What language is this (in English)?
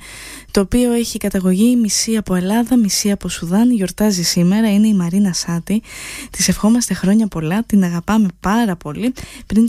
Greek